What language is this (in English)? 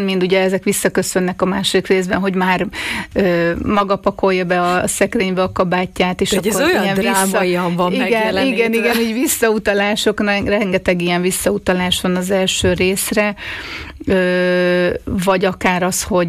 Hungarian